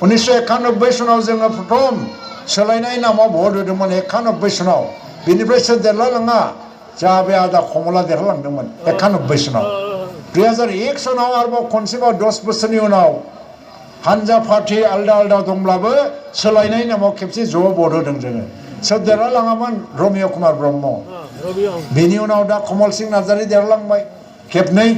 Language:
Bodo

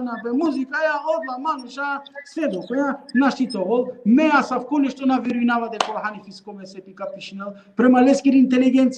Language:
Balkan Romani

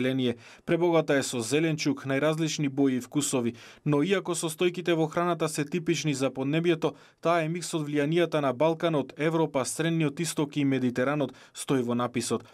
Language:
Macedonian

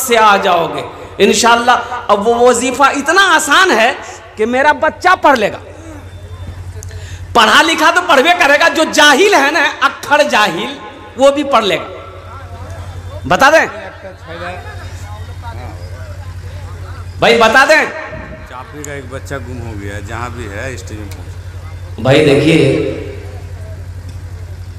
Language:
Hindi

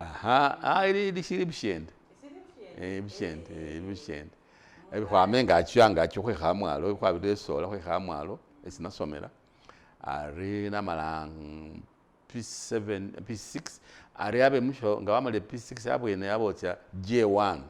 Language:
Masaaba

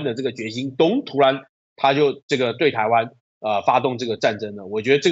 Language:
Chinese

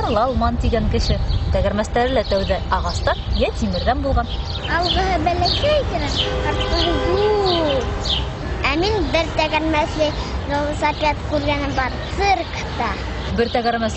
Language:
Bashkir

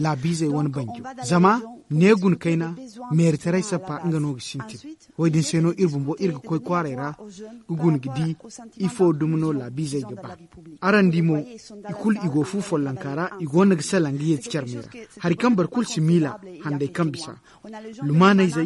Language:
Zarma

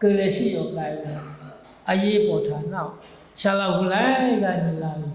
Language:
Lahu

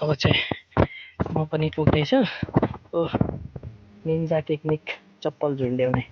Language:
Nepali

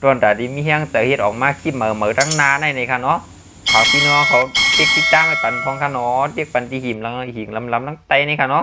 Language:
Shan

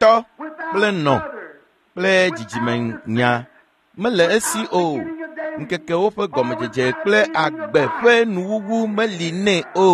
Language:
Ewe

